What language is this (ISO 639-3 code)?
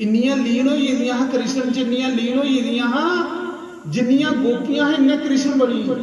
doi